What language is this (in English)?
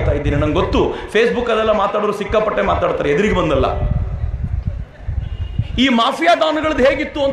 Kannada